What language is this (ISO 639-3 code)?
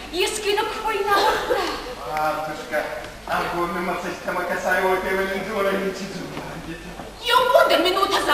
oss